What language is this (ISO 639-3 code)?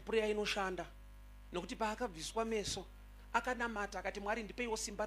sna